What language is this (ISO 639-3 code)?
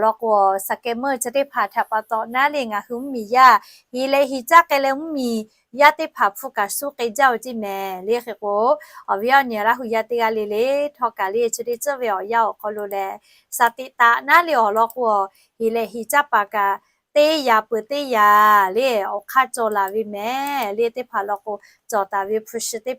lhu